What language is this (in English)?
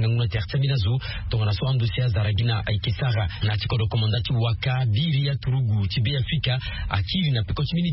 Sango